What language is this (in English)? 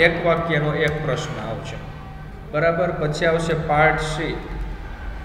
Gujarati